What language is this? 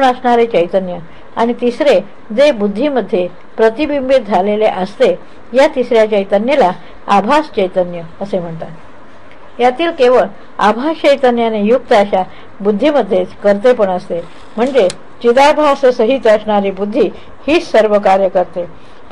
Marathi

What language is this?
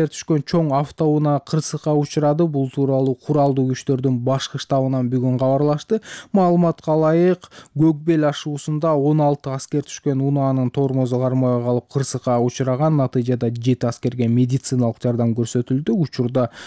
Kyrgyz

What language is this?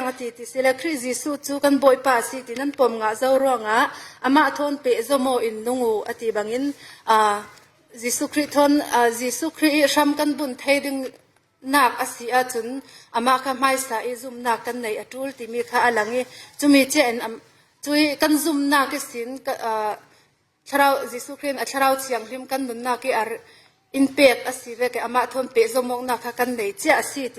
Falam Chin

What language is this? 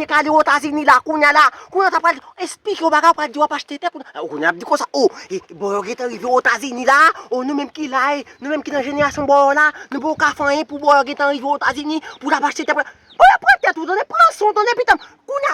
Haitian Creole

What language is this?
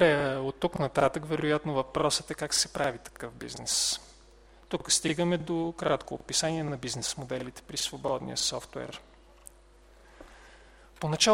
Bulgarian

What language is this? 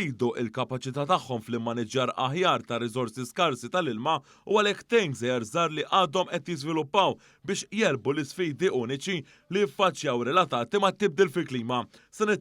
Maltese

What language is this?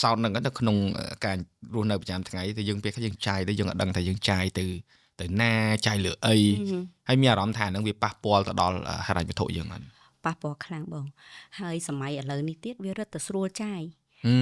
Khmer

